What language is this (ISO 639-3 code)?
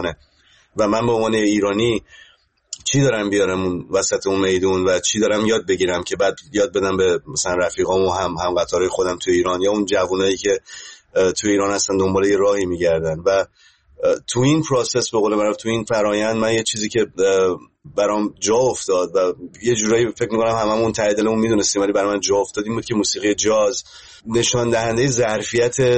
fas